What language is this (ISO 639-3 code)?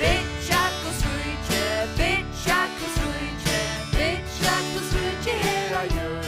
fao